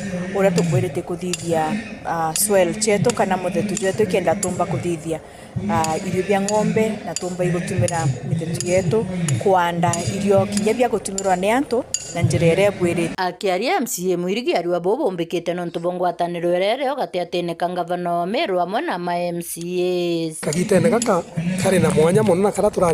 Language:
Meru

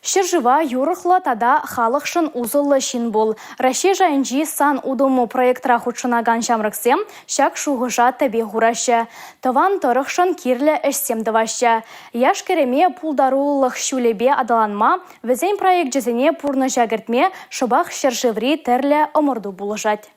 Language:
Chuvash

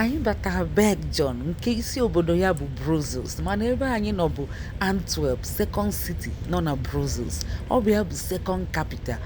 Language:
Igbo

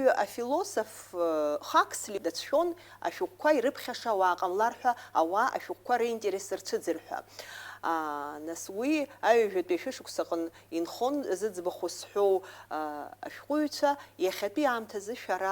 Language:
Abkhazian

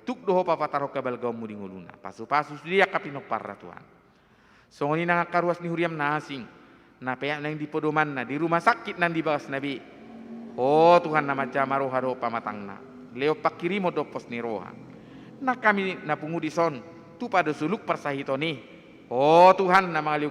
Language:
Batak Toba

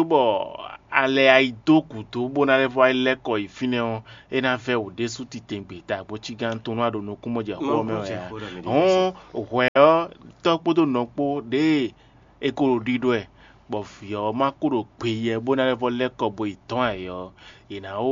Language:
Fon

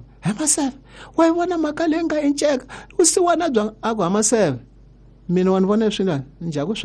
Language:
Tsonga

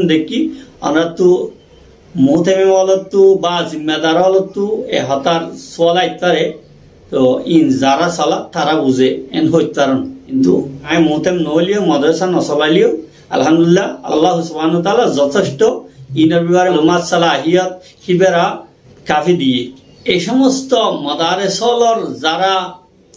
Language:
Rohingya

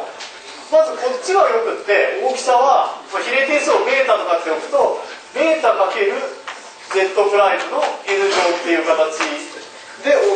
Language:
Japanese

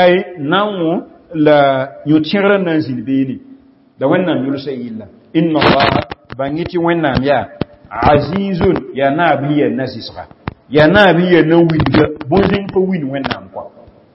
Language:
Mossi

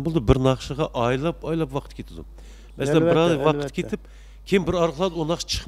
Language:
Uyghur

